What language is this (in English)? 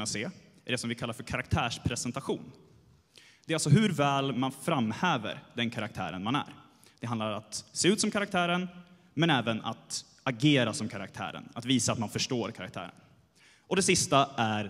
Swedish